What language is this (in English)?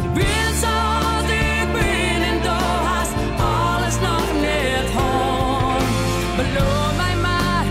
Western Frisian